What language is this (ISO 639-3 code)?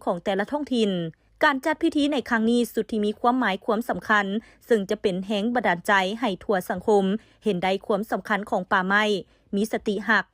lao